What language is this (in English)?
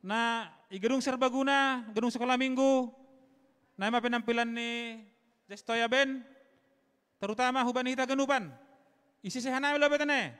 Batak Simalungun